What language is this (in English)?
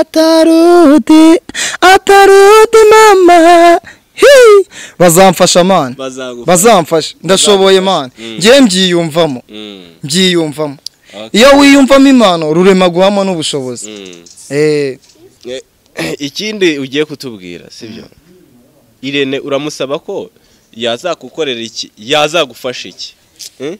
Kinyarwanda